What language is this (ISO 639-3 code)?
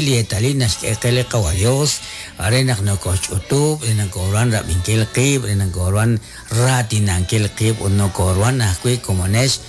kek